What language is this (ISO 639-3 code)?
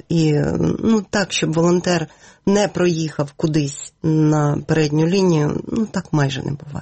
ukr